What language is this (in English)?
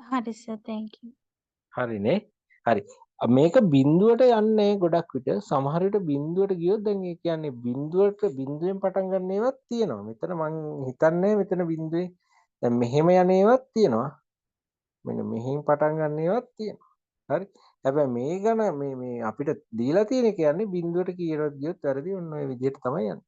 Sinhala